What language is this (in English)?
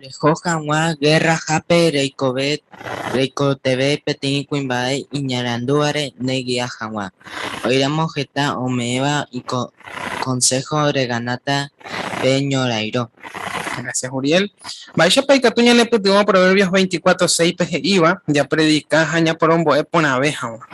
Guarani